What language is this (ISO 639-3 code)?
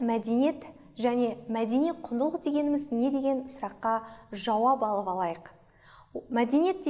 kaz